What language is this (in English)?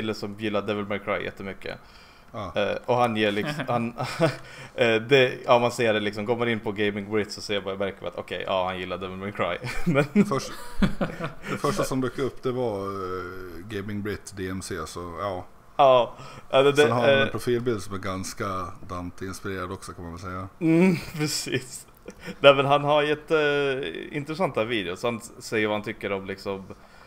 Swedish